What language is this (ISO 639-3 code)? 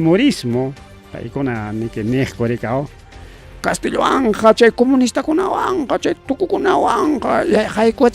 quy